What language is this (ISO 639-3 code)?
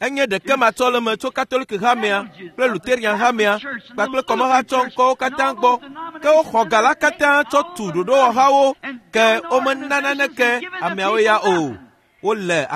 ewe